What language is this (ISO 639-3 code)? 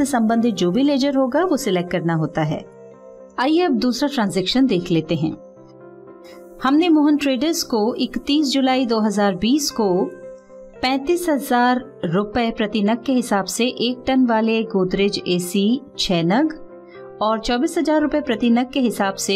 hin